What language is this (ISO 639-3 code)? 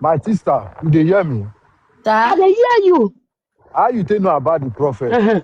pcm